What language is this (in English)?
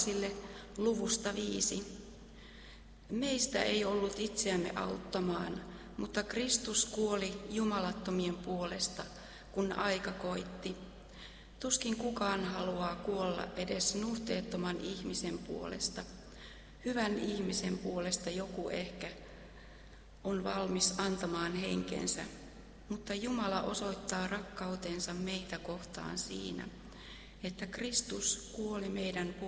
Finnish